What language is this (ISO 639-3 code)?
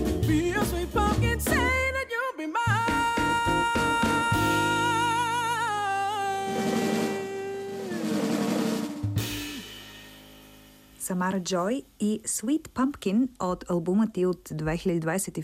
bul